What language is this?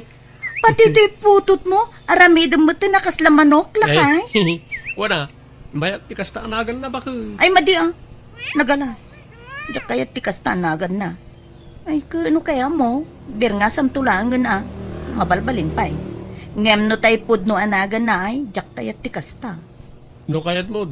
Iloko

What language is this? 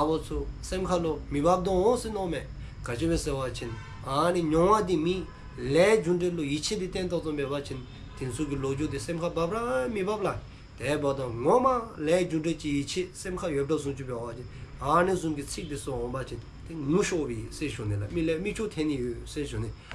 Dzongkha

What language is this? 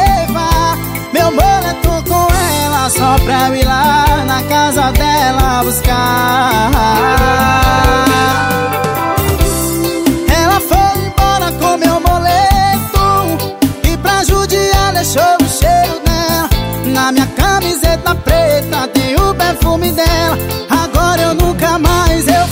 Portuguese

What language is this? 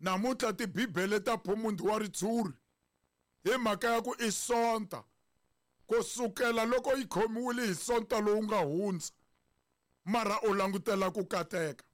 Tsonga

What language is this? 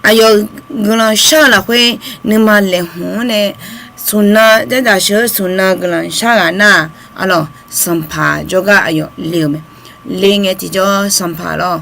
Akha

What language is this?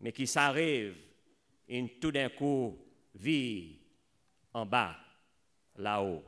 Seselwa Creole French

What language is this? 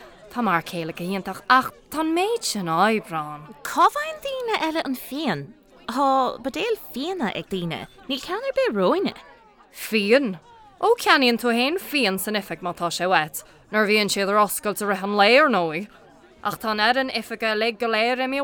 Irish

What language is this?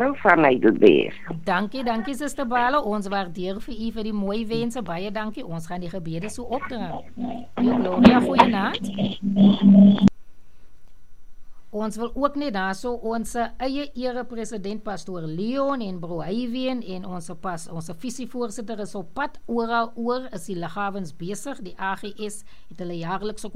Afrikaans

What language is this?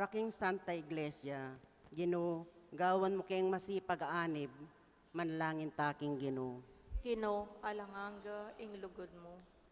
Pampanga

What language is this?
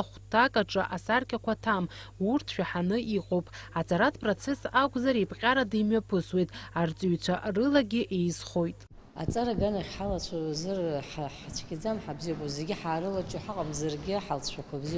Abkhazian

